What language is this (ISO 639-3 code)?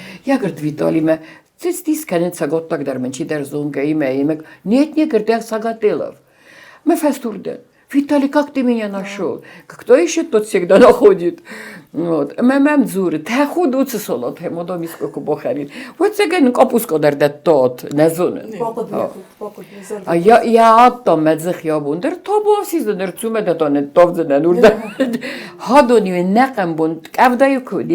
oss